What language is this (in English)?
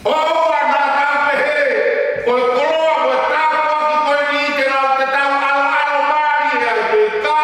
Tongan